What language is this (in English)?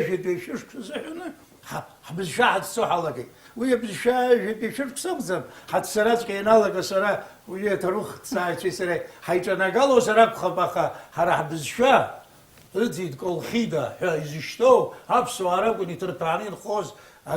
Abkhazian